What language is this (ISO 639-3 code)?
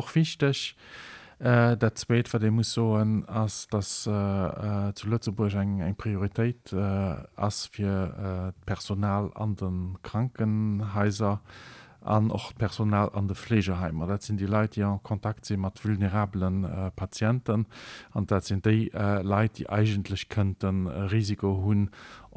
ltz